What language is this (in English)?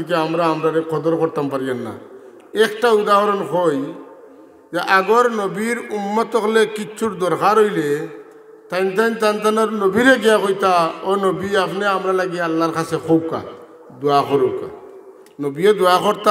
Sylheti